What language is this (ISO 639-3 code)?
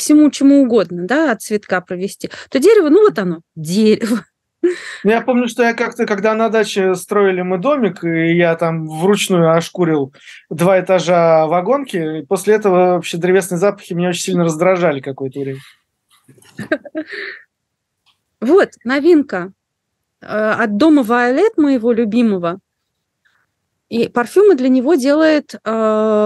rus